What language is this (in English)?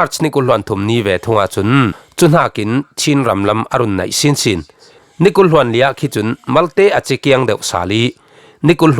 Falam Chin